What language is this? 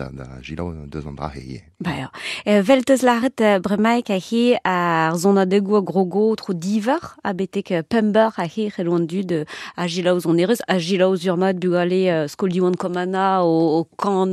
Breton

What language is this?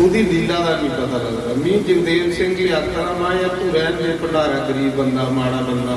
Dogri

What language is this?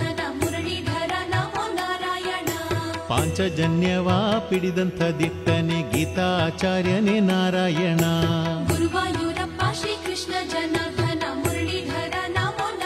Kannada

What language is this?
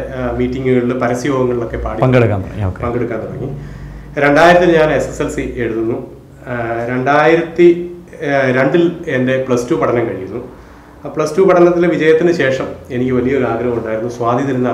Malayalam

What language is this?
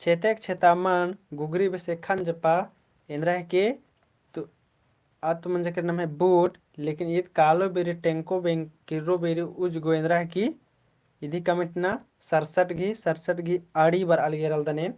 Kurukh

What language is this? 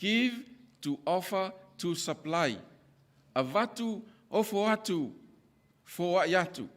Samoan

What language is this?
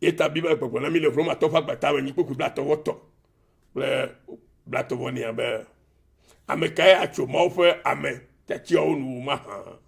Ewe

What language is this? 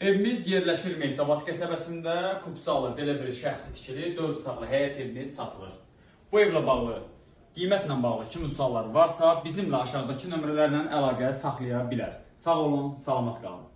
Azerbaijani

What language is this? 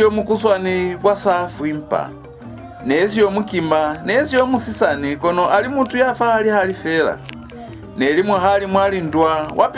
Lozi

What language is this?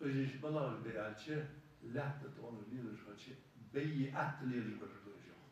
Ingush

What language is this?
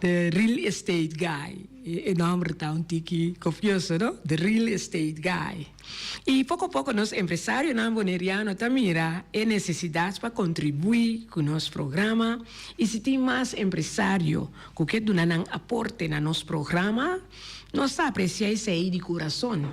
Papiamento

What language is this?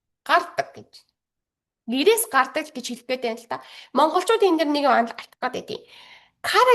Mongolian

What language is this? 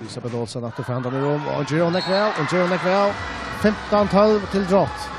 Faroese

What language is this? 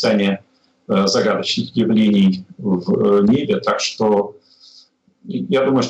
Russian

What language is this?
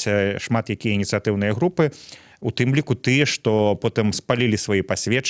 Belarusian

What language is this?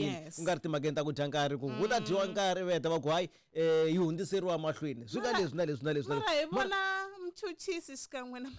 Tsonga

